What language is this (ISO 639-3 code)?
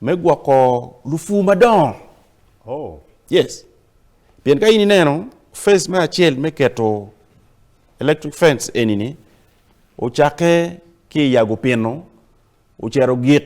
ach